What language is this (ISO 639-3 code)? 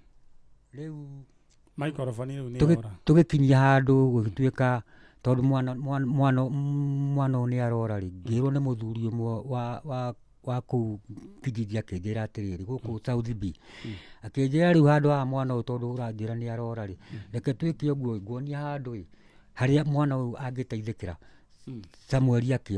kik